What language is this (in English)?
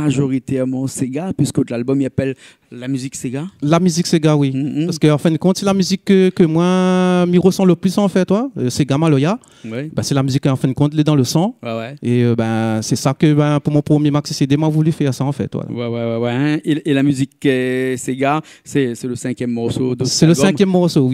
Réunion Creole French